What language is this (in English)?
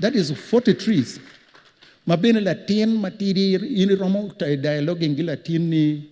Acoli